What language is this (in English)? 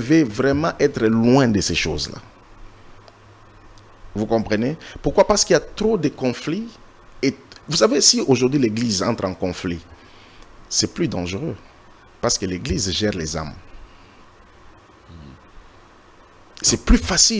French